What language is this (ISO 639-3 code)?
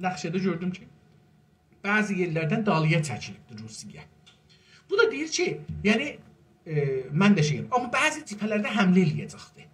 azb